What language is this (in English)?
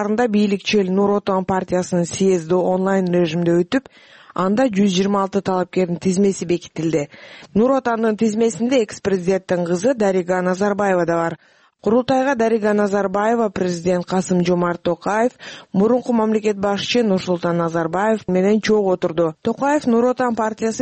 Kyrgyz